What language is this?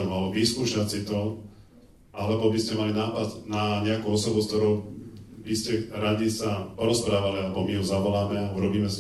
Slovak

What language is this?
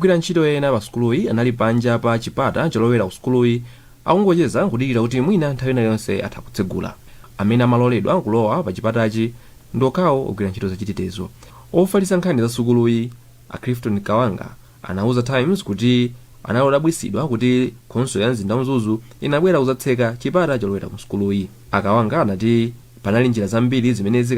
Nyanja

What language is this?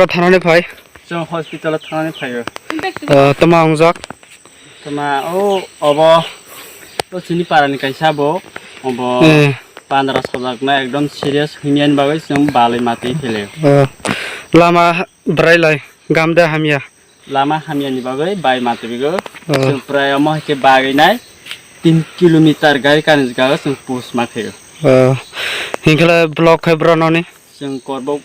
Kok Borok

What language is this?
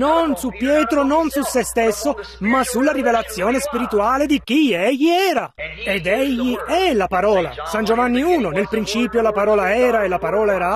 Italian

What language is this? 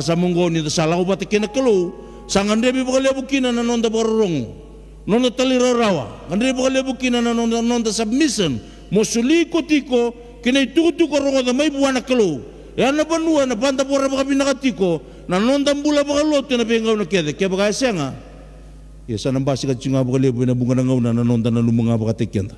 Fijian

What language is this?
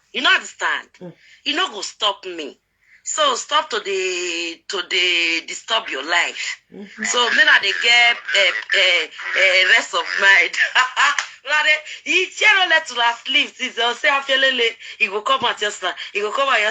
Nigerian Pidgin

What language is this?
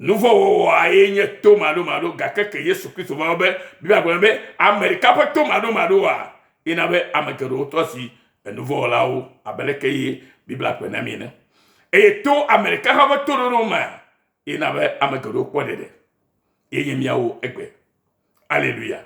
Ewe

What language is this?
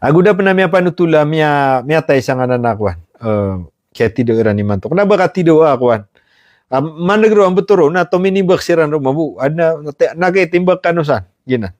Maranao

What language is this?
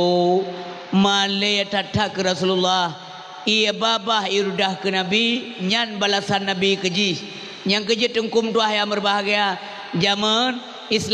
Achinese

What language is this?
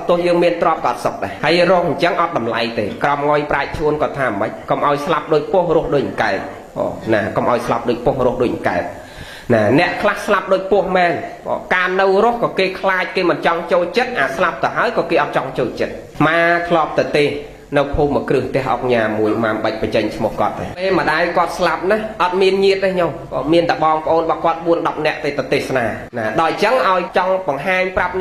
Khmer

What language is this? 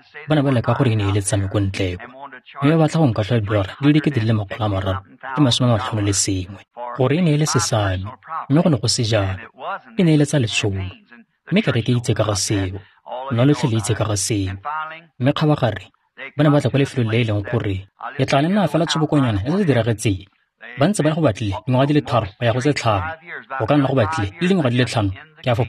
Tswana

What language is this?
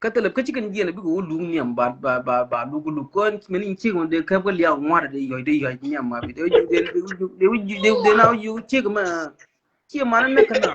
Nuer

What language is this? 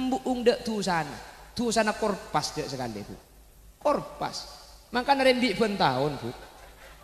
Madurese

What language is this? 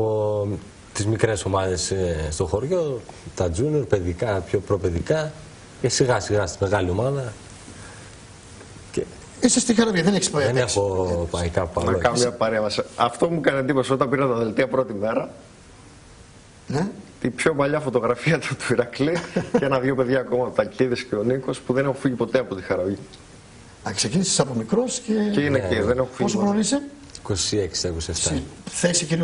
Greek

